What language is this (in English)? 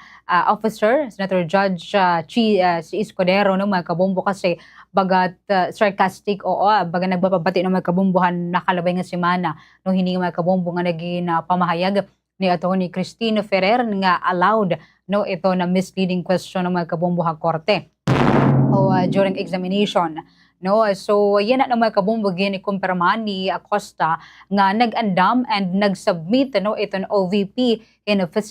Waray